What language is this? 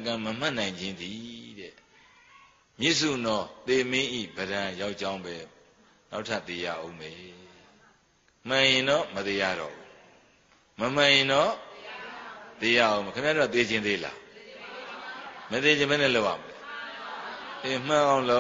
Burmese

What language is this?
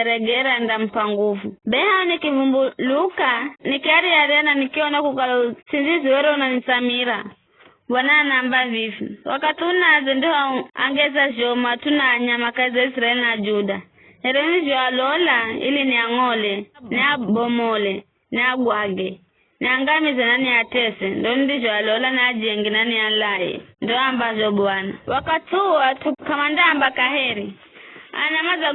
Giryama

